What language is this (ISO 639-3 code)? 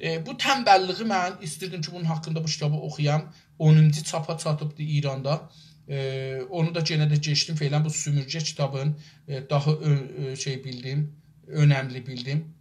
azb